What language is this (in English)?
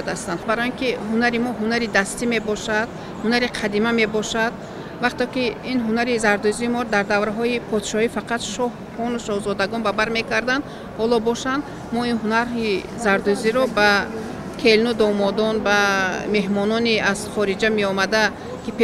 Tajik